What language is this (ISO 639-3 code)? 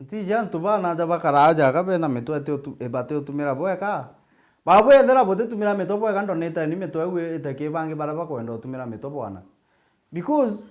mer